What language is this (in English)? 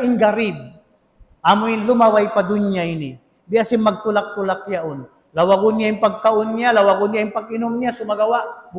Tausug